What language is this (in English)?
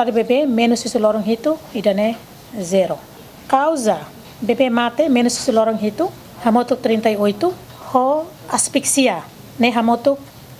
Tetum